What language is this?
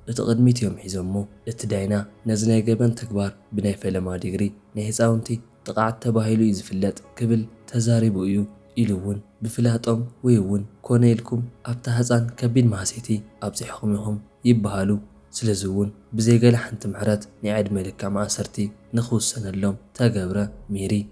Tigrinya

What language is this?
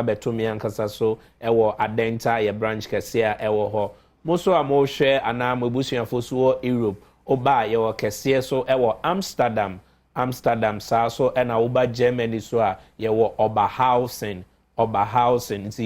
Akan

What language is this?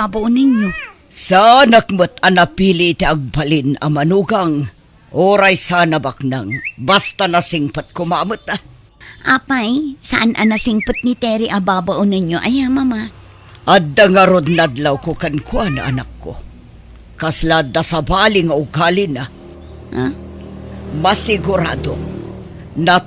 Iloko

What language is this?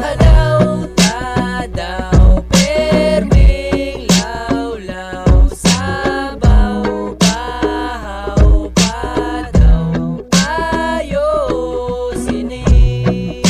Bikol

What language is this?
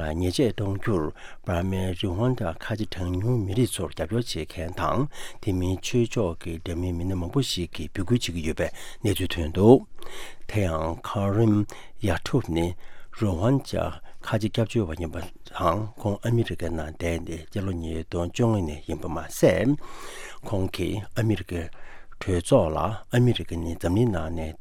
Tibetan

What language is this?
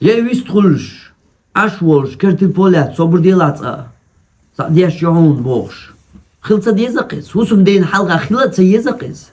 Chechen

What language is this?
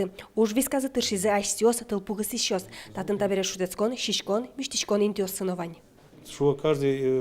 Udmurt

